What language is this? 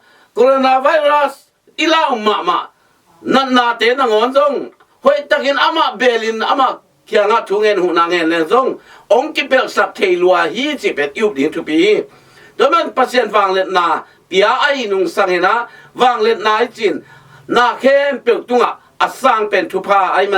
Tedim Chin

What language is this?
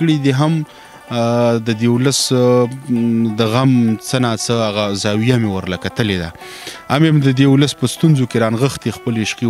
Pashto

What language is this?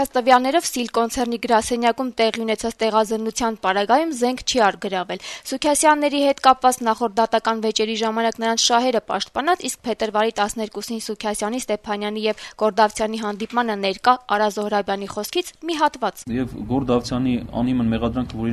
Armenian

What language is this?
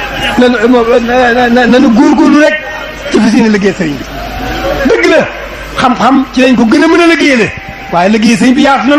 Wolof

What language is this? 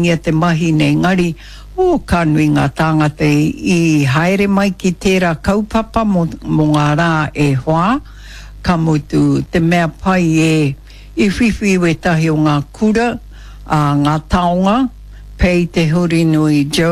Māori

